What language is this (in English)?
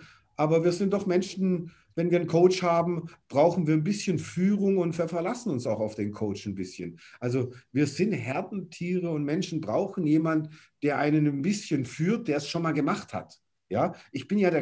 German